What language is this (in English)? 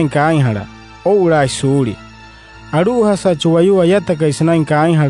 Wayuu